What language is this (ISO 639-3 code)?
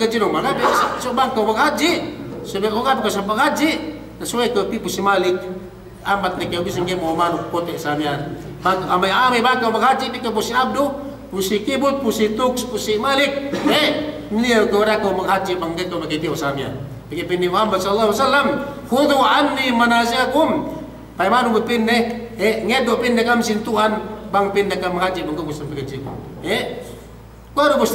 yka